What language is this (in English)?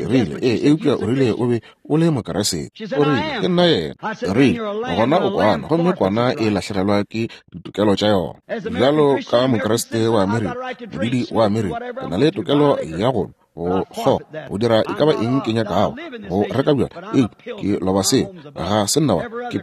Northern Sotho